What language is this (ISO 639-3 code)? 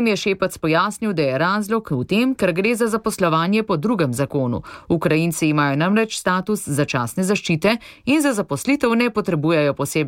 slv